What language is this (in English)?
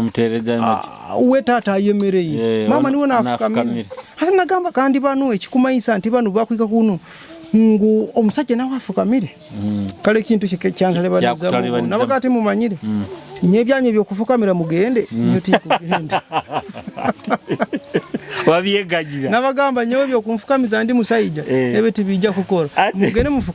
Nyoro